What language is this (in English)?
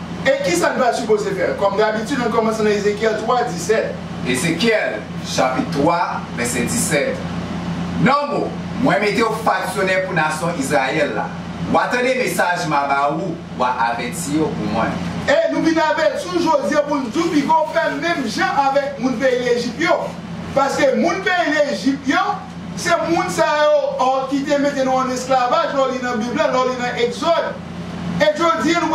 Haitian Creole